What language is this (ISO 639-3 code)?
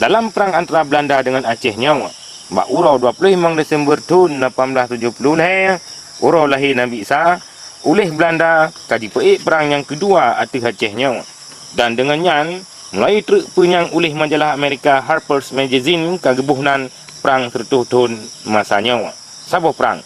ace